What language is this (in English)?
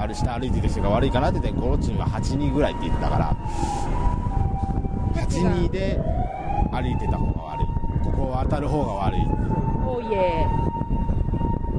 Japanese